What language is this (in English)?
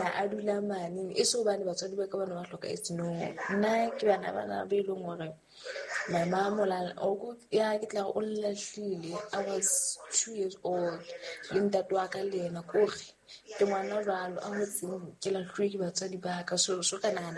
Southern Sotho